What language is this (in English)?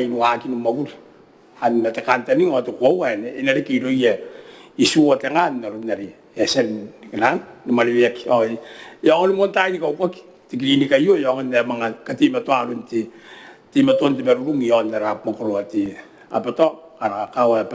Gilbertese